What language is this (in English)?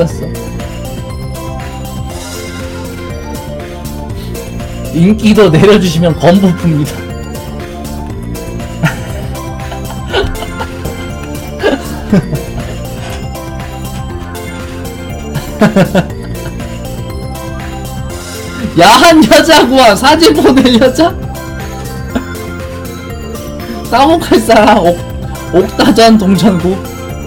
Korean